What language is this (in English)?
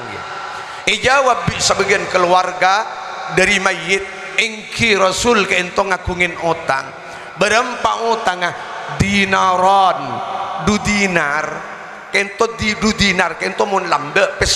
Madurese